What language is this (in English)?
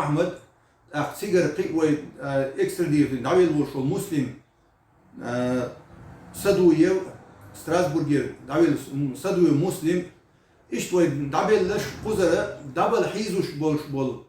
Chechen